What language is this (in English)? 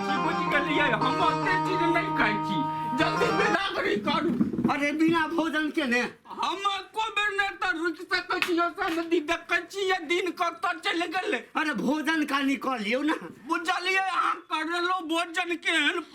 Maithili